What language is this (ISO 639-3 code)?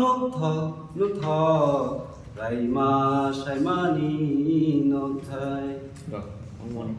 trp